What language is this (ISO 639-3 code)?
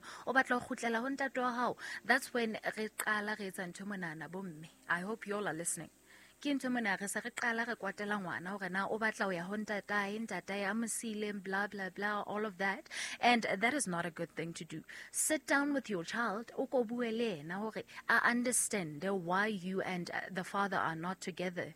sot